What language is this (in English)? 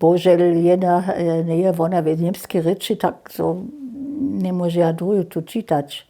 Upper Sorbian